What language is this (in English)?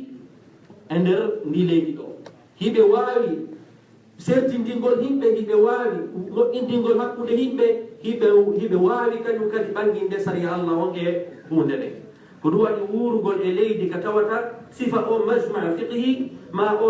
Fula